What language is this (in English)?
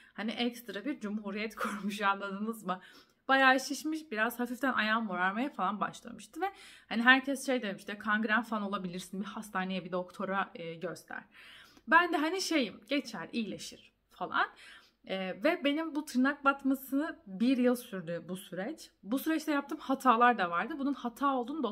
Turkish